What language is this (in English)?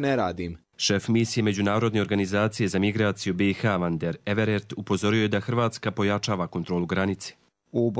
Bosnian